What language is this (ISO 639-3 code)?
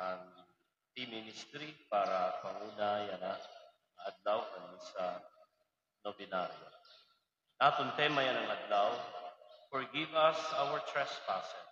war